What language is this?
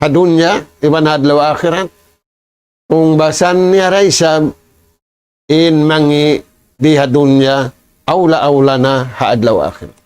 Tausug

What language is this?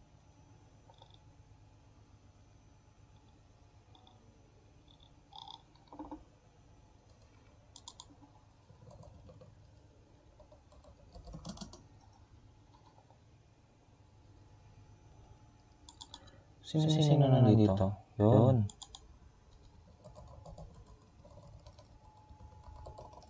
Filipino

